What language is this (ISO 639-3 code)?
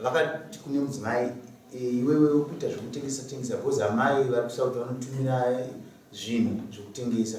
sna